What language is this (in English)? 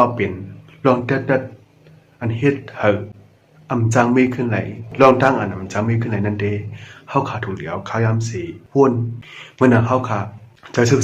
Shan